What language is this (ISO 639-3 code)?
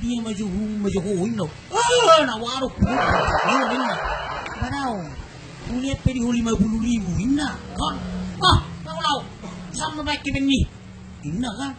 bbc